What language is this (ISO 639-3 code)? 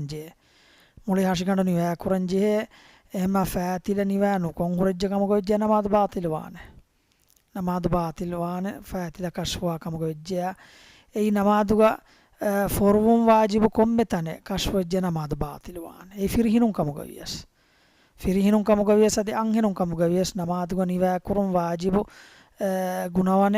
div